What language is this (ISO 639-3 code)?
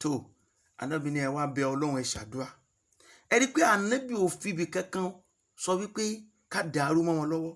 yor